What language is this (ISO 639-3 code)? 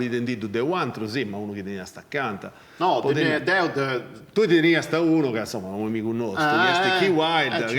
srd